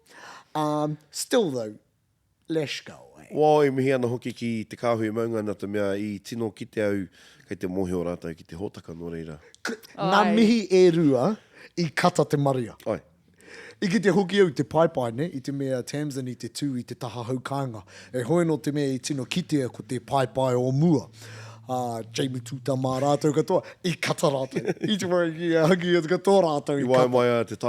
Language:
Māori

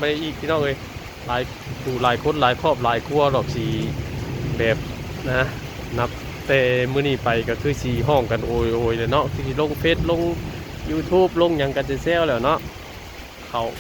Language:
Northeastern Thai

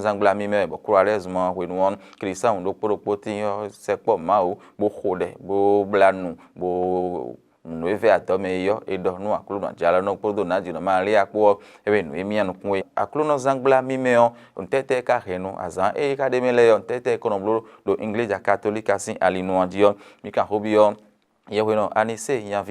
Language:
Fon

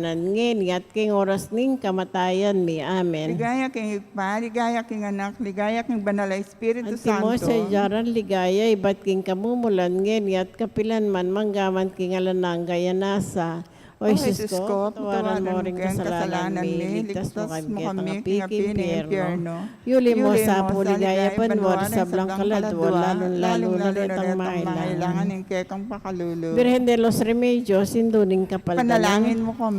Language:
Pampanga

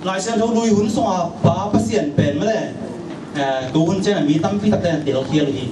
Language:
Tedim Chin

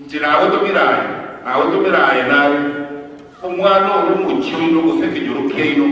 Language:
Gusii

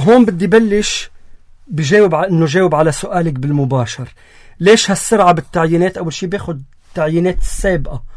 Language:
North Levantine Arabic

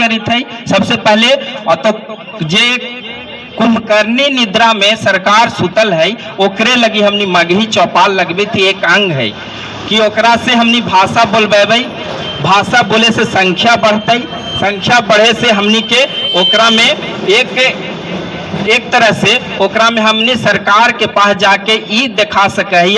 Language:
Magahi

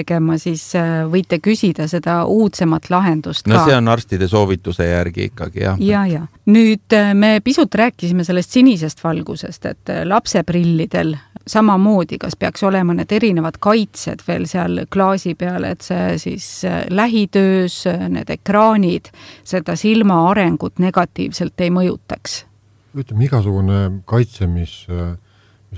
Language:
Estonian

